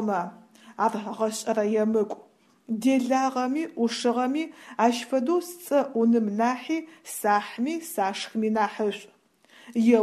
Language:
Adyghe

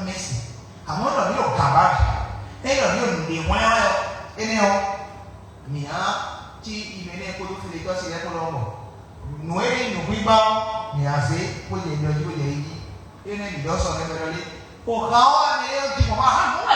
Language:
Fon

